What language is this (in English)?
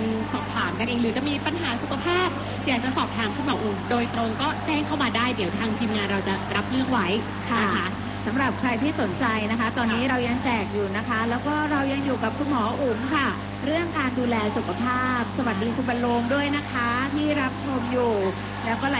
Thai